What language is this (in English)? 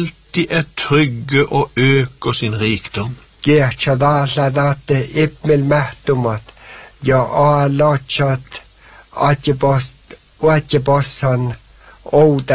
Norwegian